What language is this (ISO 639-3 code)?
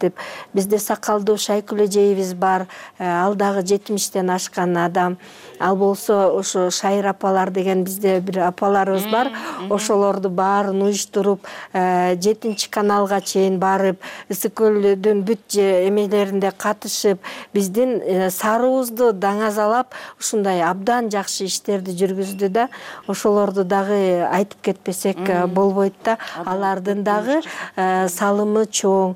kir